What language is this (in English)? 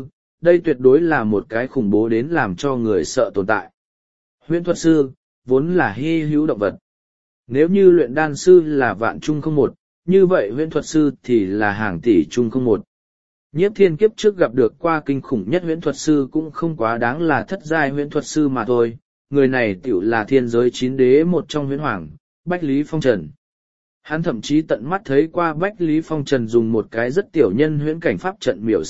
Vietnamese